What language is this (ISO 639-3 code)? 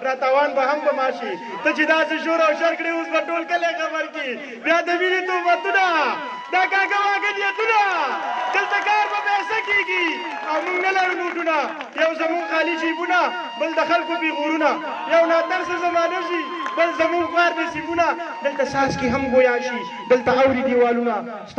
pus